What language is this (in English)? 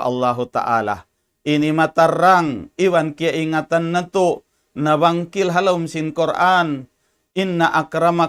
Tausug